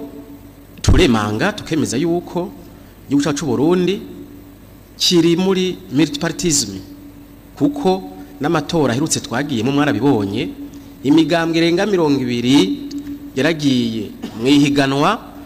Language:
Rundi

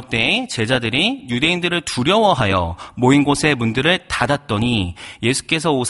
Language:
Korean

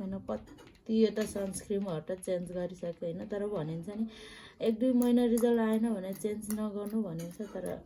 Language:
Nepali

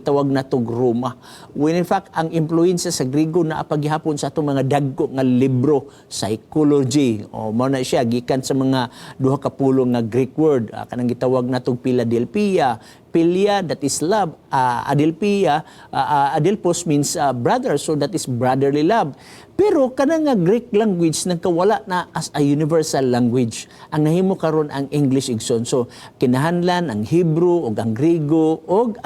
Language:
Cebuano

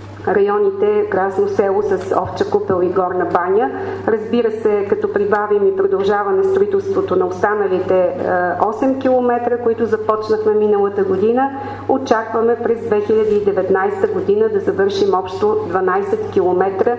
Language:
Bulgarian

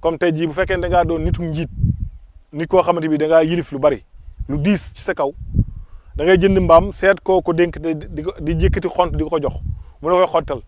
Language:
Wolof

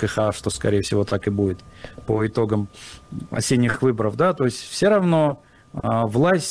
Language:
Russian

